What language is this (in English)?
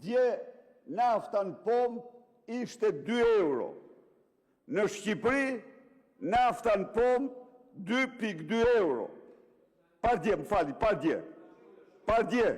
Albanian